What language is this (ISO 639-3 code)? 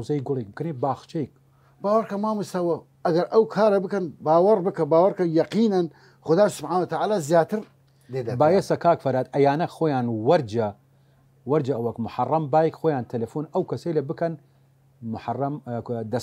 sdh